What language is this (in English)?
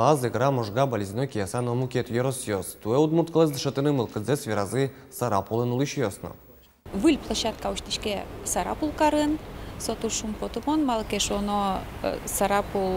Udmurt